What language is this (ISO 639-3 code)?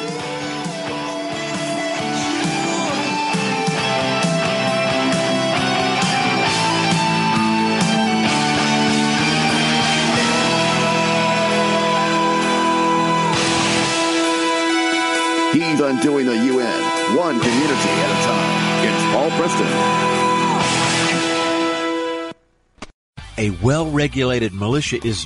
eng